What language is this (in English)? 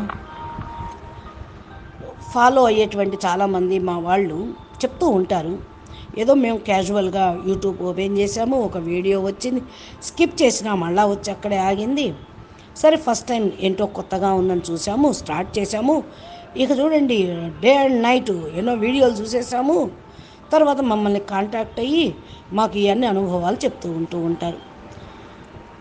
Telugu